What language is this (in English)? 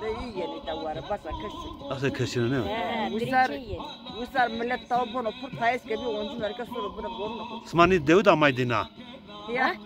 Zaza